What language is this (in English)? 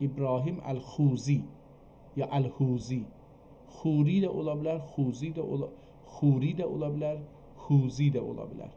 South Azerbaijani